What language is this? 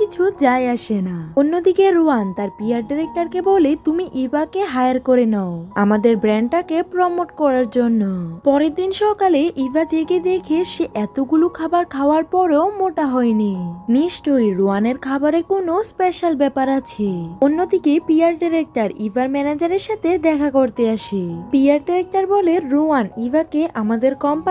Bangla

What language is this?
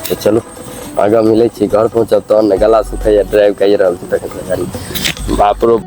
Maithili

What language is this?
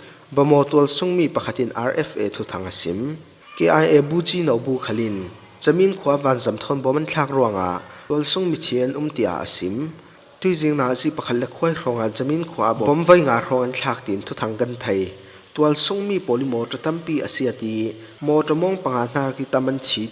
Falam Chin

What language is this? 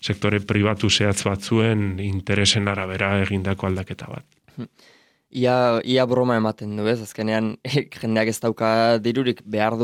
Basque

